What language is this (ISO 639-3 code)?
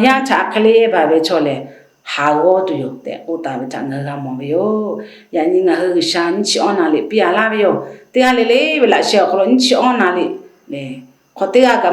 lhu